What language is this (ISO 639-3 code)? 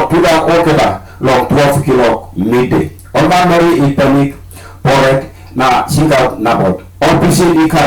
tpi